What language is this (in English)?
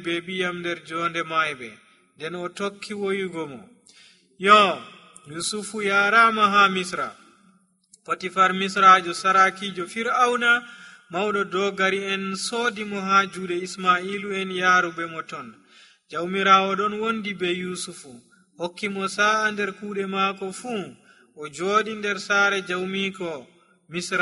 Nigerian Fulfulde